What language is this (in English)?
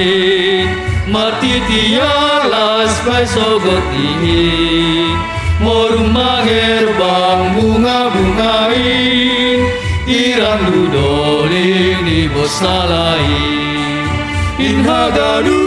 Batak Simalungun